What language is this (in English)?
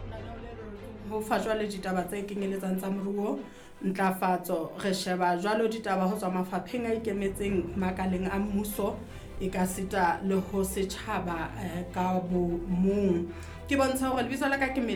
Southern Sotho